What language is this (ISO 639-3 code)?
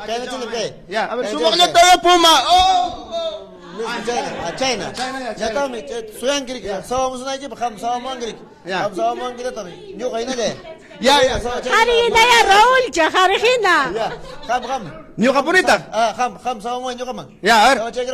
quy